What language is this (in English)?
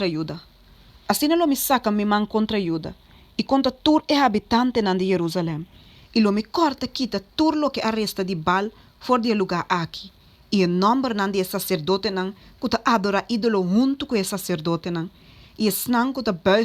Papiamento